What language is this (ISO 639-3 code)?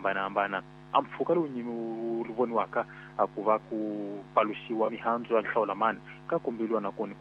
tso